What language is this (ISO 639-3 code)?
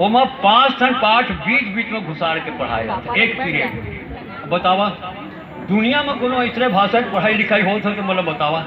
hne